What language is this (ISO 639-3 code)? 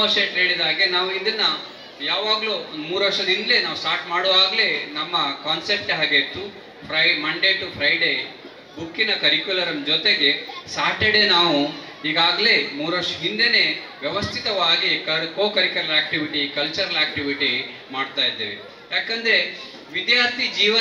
kan